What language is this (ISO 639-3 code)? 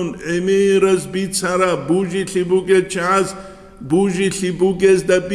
ava